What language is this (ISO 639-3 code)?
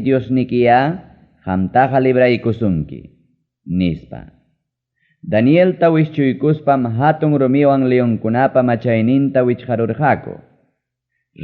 quy